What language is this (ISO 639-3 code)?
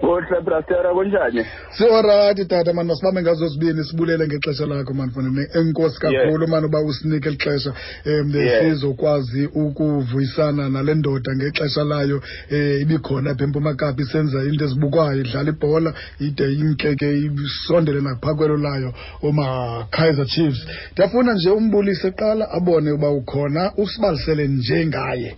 xho